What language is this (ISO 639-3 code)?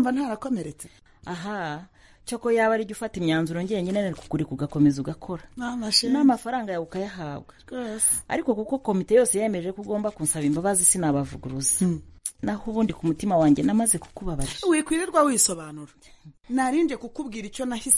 kin